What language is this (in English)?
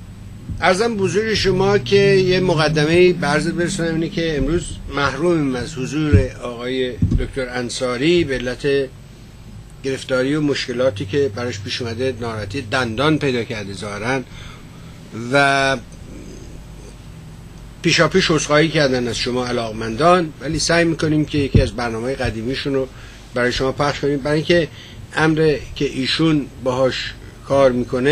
Persian